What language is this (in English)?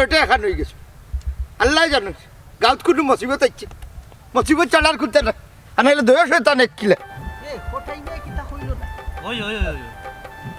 Sylheti